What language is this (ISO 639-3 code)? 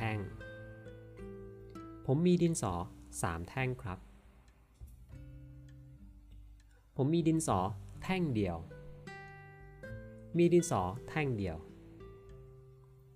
tha